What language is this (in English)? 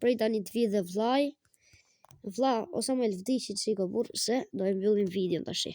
Albanian